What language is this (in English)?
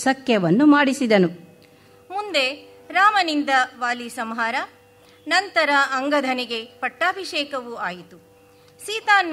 Kannada